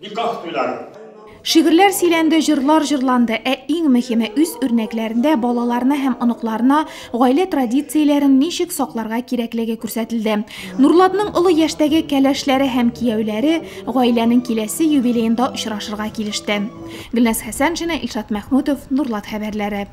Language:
Tatar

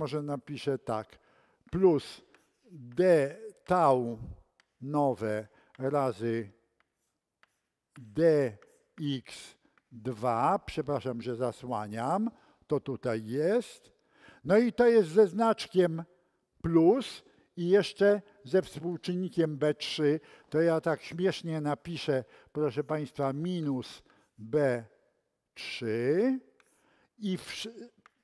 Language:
Polish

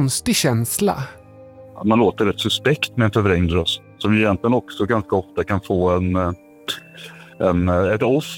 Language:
Swedish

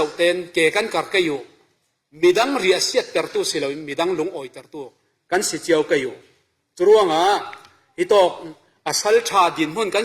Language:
Falam Chin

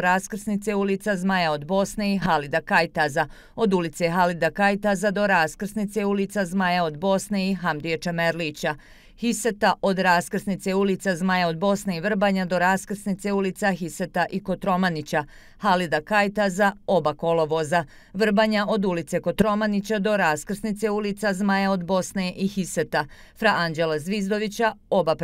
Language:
Bosnian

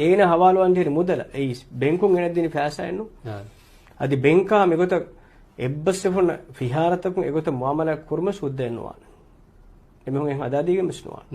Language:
Divehi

